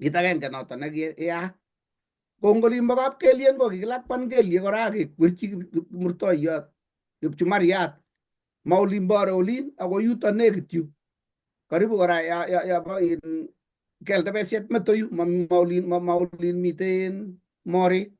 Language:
Kalenjin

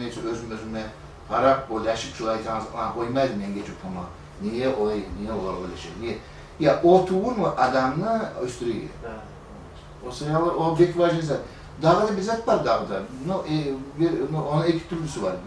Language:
Kumyk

